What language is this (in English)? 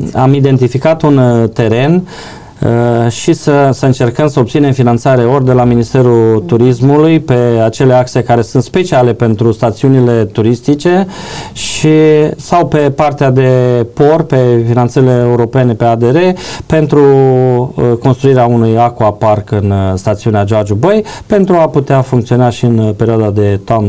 Romanian